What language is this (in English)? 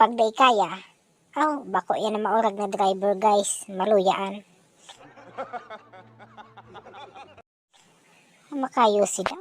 Bikol